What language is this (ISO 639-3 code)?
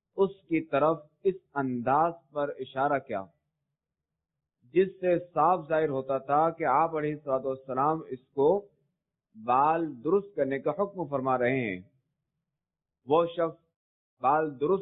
urd